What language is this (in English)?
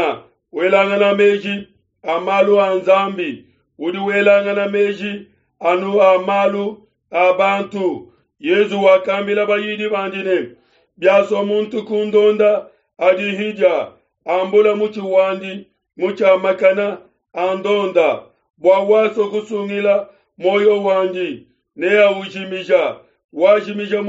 Luba-Lulua